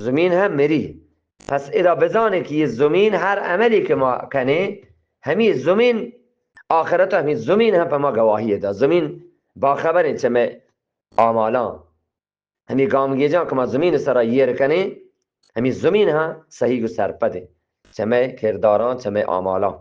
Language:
Eastern Balochi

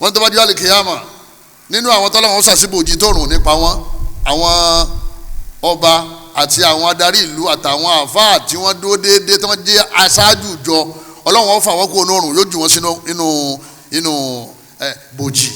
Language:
Yoruba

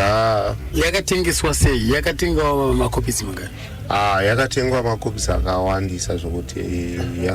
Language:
Shona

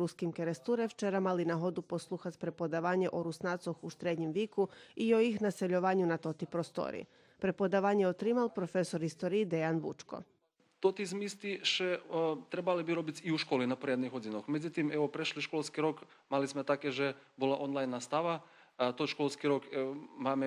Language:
Rusyn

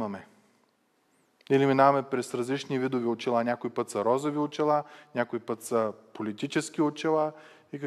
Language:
Bulgarian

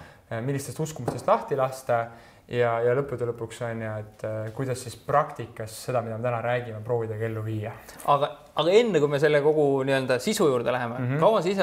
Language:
Estonian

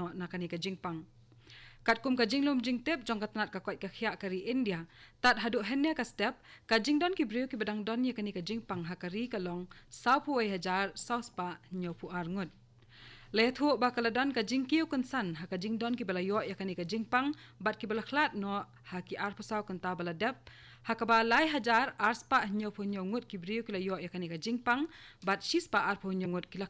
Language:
Khasi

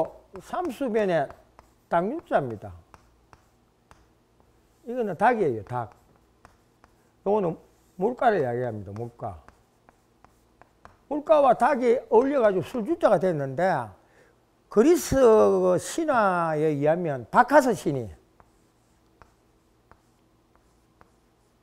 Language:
Korean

